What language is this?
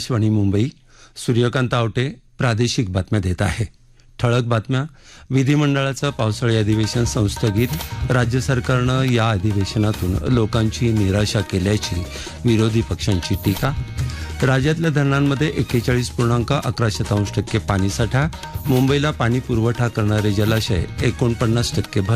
Marathi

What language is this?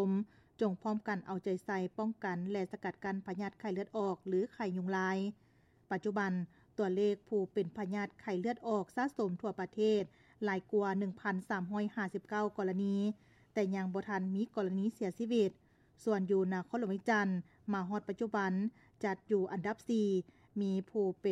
Lao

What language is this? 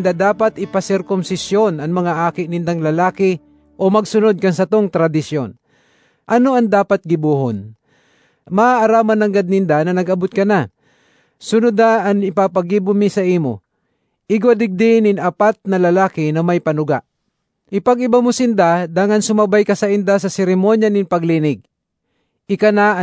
Bikol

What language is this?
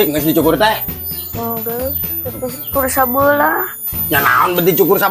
Sundanese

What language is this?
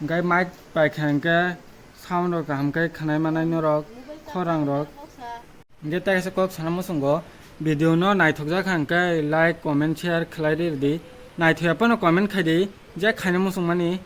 Kok Borok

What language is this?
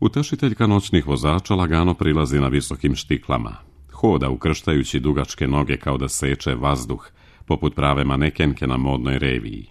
Serbian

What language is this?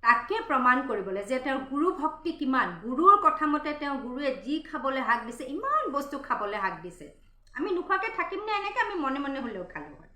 Assamese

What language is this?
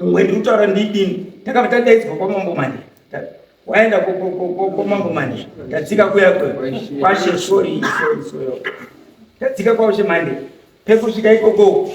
Shona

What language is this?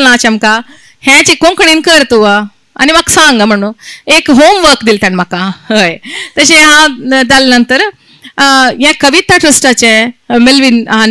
Konkani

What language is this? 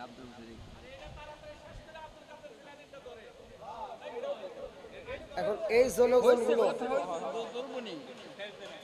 Bangla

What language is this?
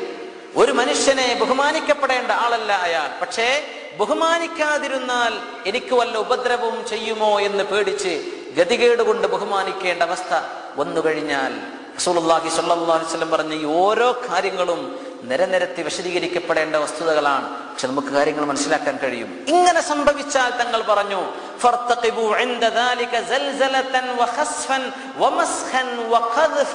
Malayalam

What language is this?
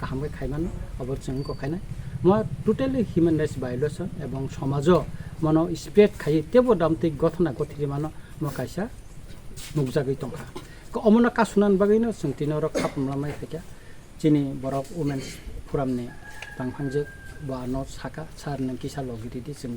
Kok Borok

